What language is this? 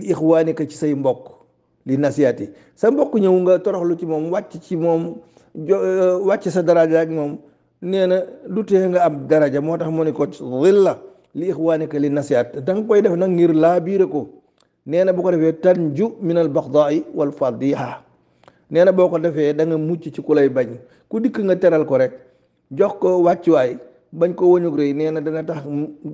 Wolof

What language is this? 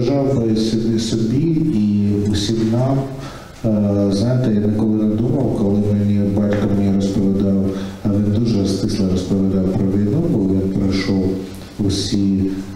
Ukrainian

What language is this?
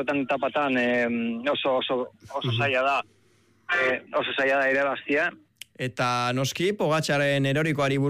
Basque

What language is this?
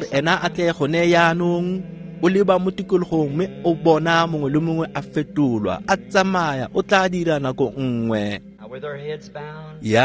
Tswana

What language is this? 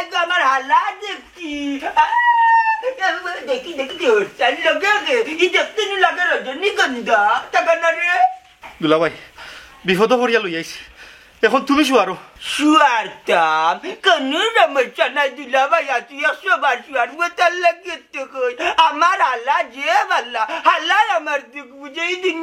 Sylheti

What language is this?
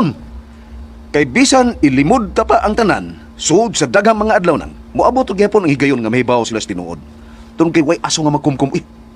Cebuano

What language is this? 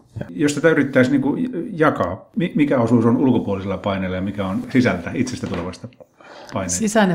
Finnish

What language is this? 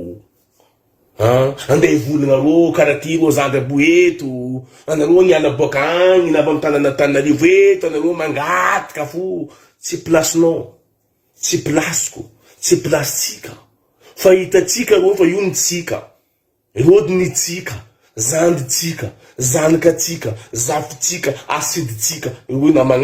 Malagasy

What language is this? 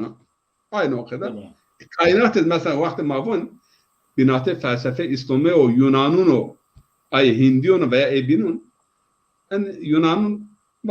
Zaza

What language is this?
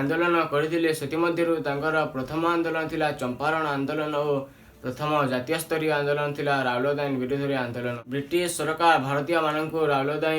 Odia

